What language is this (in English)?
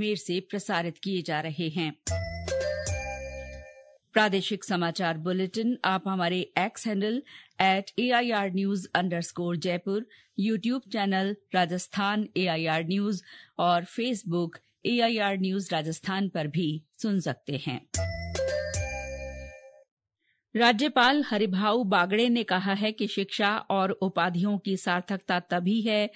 Hindi